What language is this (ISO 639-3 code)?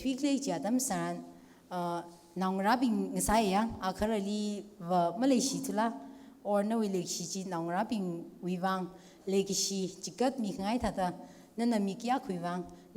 nmf